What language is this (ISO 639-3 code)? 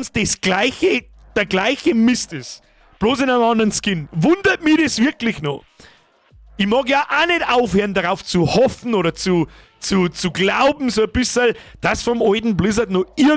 bar